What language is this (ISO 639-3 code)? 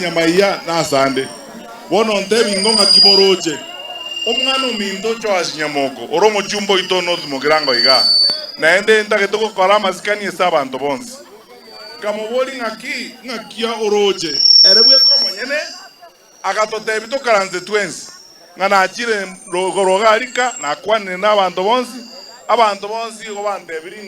guz